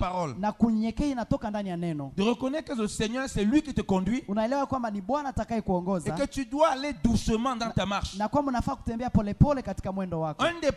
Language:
Swahili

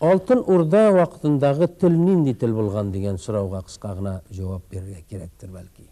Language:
Tatar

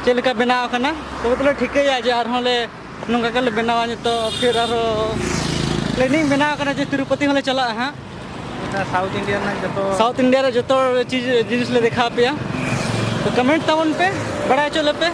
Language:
Santali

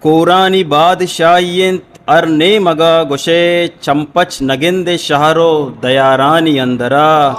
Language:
Eastern Balochi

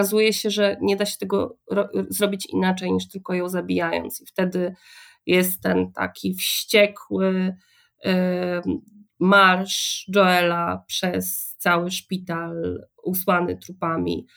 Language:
Polish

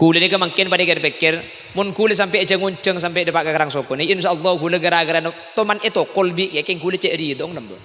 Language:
Madurese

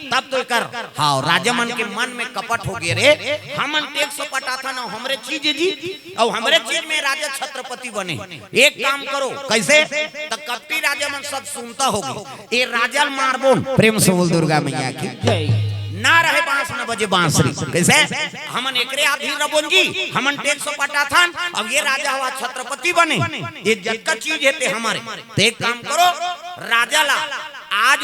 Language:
Chhattisgarhi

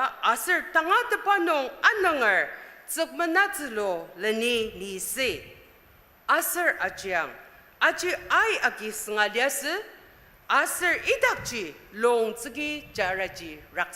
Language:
Ao Naga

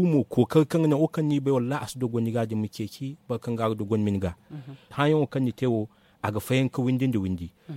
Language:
Zarma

